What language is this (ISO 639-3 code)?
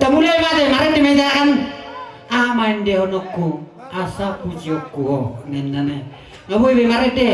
bbc